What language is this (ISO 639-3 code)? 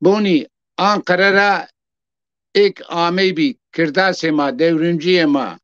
zza